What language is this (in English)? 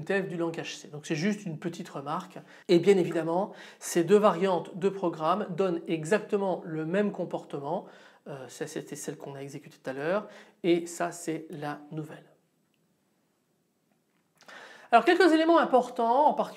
French